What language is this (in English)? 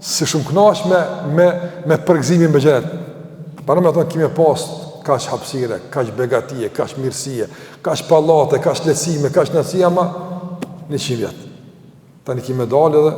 Albanian